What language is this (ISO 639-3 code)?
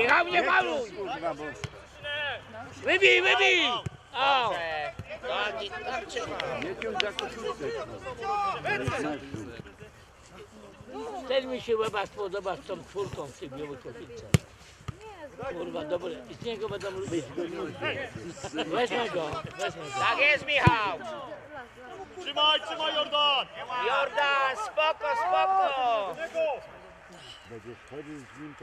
pol